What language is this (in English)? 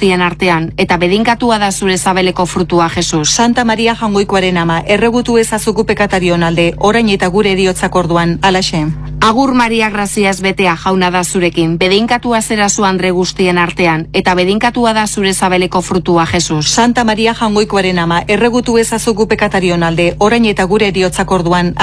Basque